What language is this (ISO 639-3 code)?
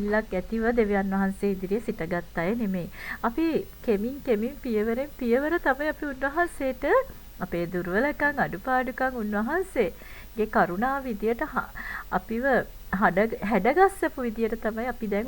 sin